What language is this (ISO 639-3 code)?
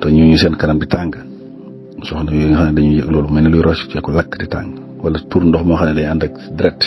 wol